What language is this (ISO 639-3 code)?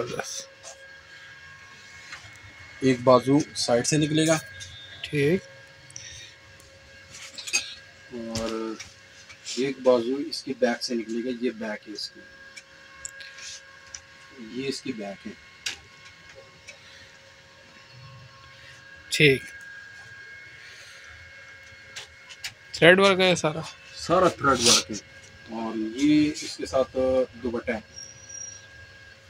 hin